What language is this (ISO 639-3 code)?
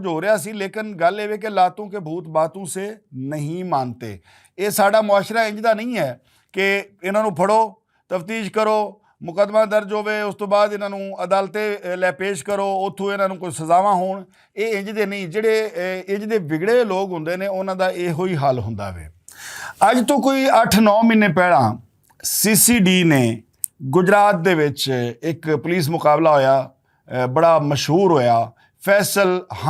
lah